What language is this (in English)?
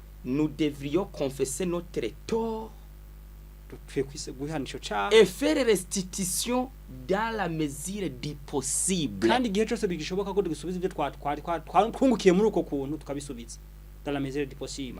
Rundi